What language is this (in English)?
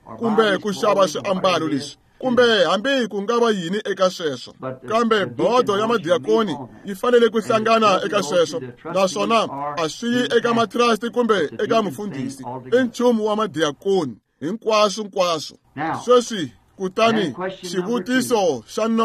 Tsonga